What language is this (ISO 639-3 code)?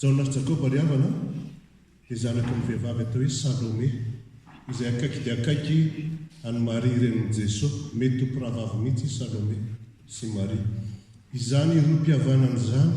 mlg